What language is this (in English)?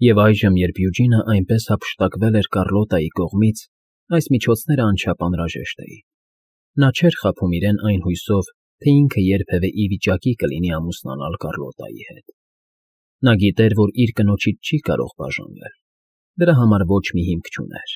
Armenian